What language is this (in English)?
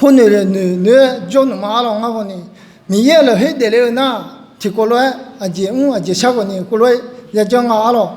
Akha